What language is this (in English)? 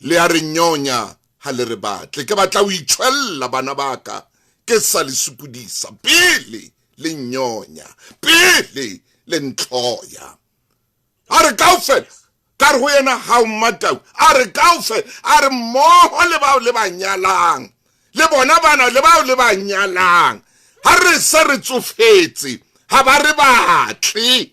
Southern Sotho